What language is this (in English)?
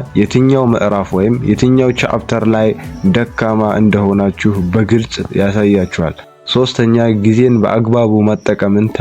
Amharic